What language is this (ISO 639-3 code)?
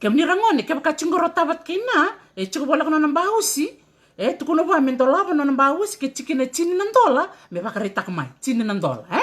fij